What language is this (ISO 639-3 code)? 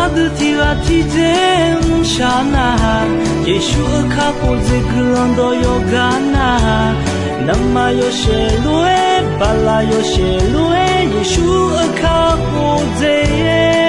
ahk